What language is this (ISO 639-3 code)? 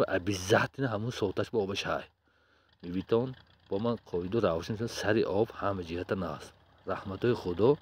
tgk